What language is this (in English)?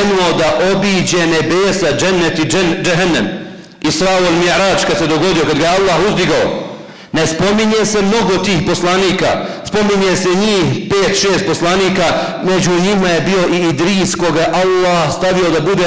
Bosnian